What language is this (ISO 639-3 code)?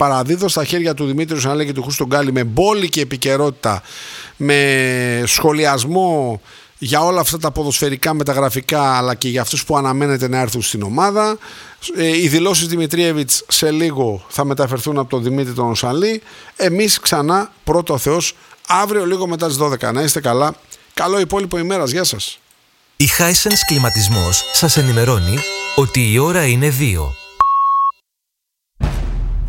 ell